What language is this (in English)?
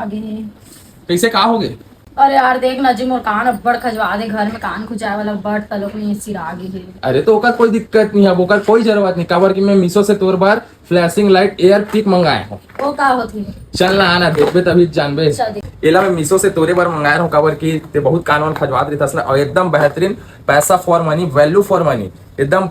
Chhattisgarhi